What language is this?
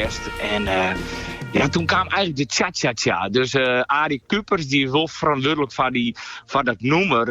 Western Frisian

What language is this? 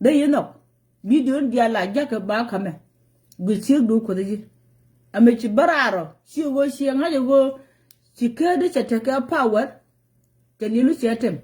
Nuer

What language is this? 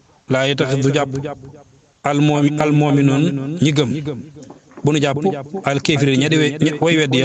Wolof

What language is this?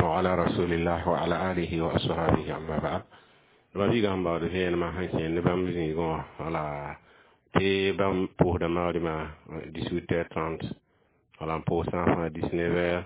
Mossi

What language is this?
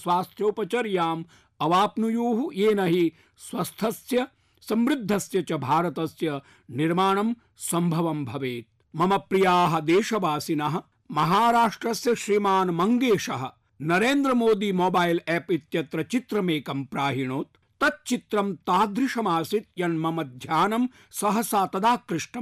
Sanskrit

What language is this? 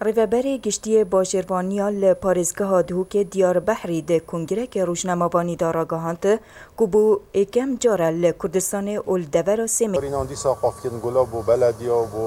Kurdish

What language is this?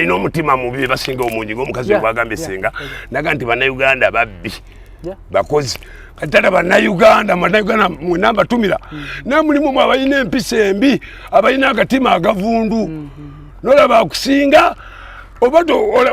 Ganda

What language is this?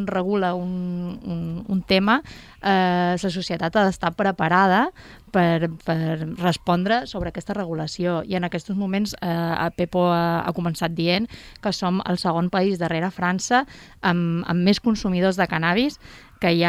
Catalan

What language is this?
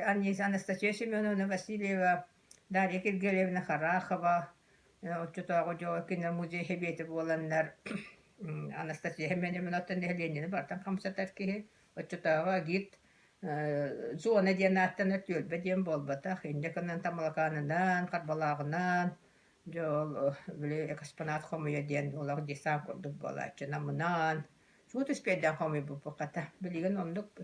Yakut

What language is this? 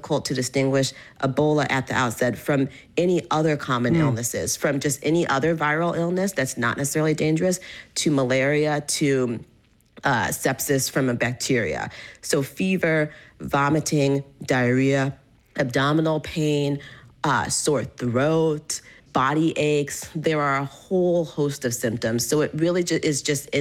English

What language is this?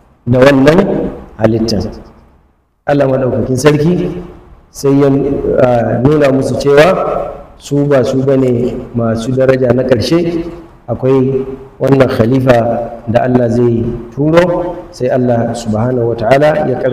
Hausa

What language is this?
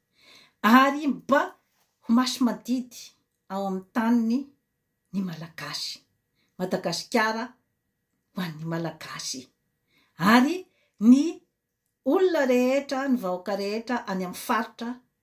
Malagasy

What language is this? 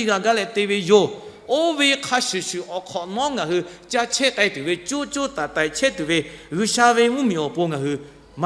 Lahu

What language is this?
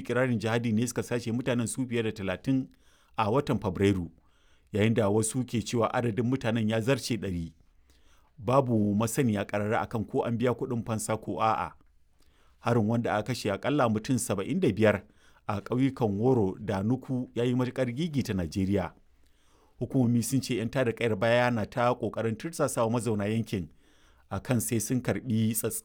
Hausa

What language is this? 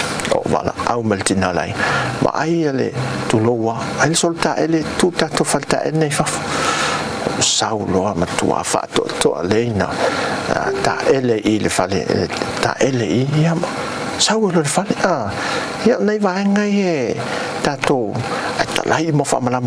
Samoan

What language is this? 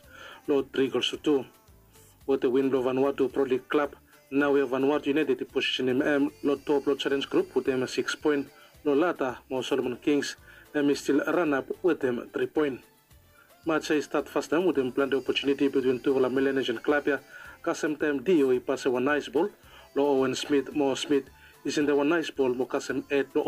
Bislama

